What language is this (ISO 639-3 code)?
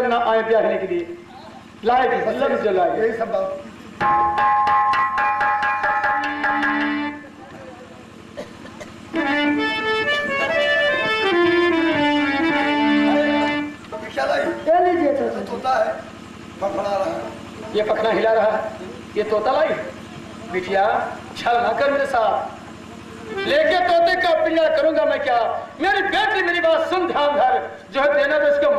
hin